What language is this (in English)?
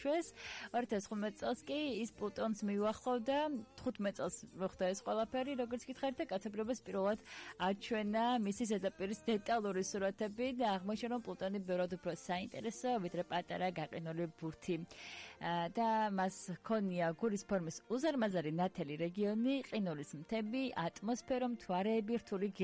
Georgian